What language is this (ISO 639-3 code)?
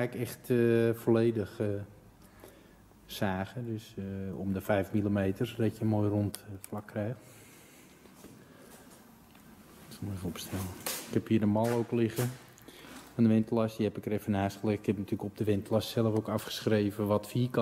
nld